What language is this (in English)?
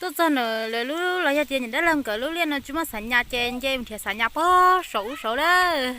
Hmong